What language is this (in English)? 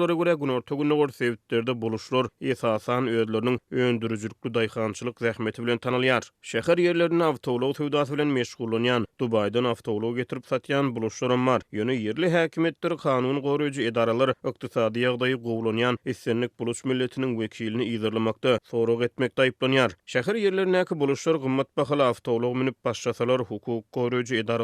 Turkmen